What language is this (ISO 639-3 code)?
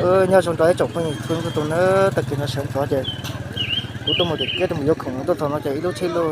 hmn